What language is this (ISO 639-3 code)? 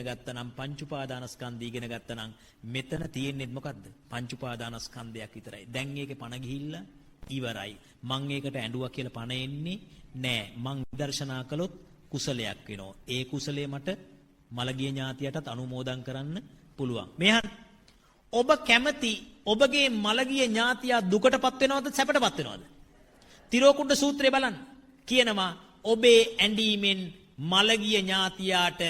sin